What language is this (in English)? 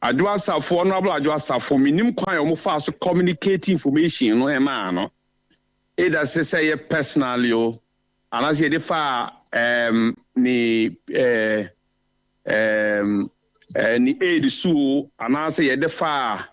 Akan